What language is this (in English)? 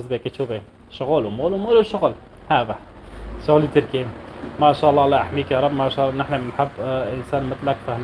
North Levantine Arabic